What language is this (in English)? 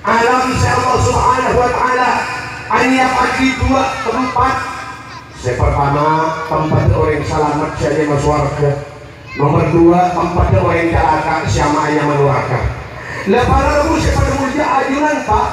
Madurese